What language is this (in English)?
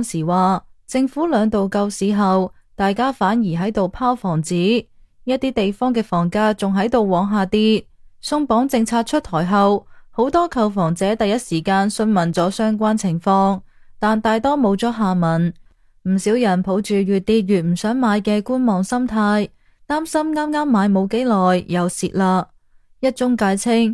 Cantonese